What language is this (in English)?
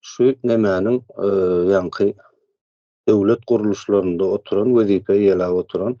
Turkmen